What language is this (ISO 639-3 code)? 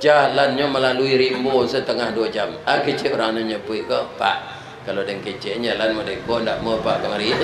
min